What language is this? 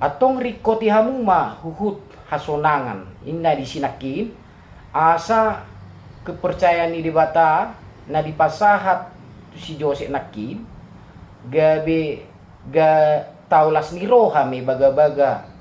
Batak Toba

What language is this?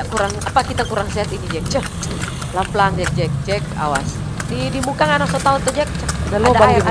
Manado Malay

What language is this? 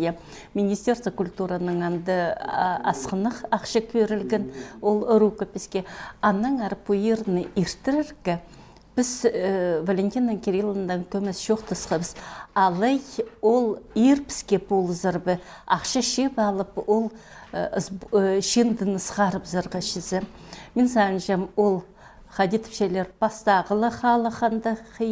Khakas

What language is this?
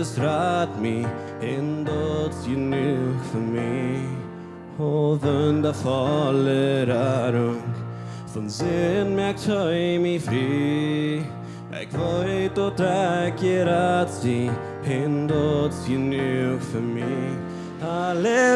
Plautdietsch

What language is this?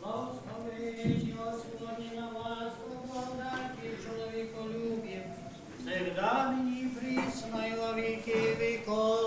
Rusyn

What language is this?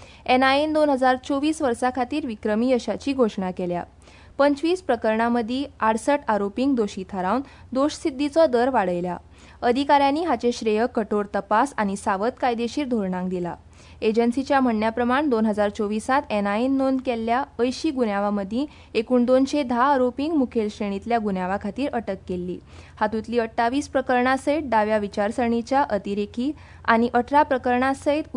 Konkani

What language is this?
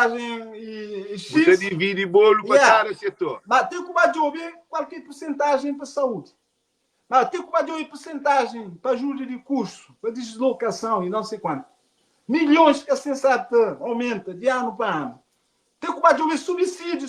Kabuverdianu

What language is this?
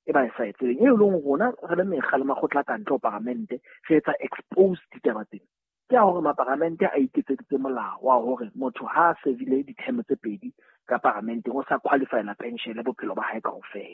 Southern Sotho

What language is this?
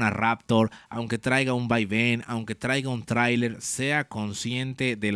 Spanish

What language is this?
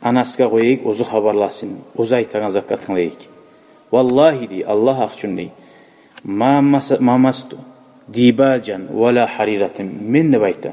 Kumyk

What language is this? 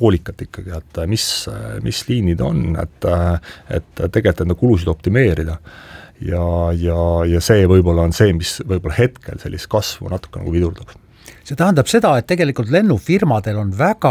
Estonian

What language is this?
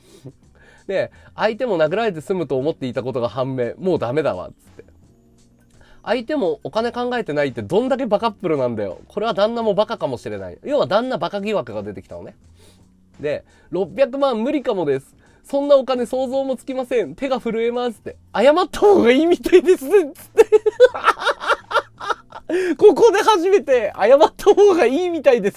Japanese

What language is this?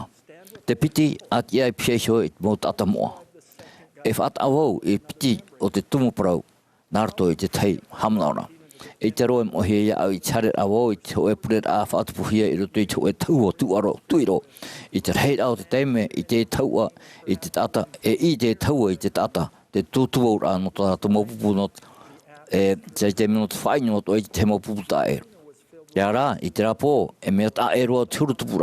Tahitian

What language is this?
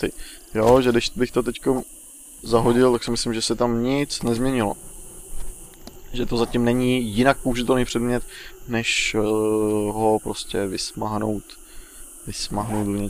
Czech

